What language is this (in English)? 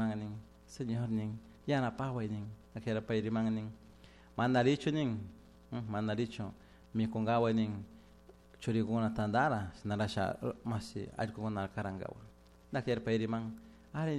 Chimborazo Highland Quichua